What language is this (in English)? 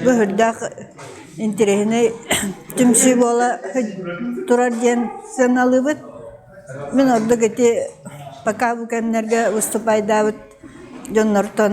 Yakut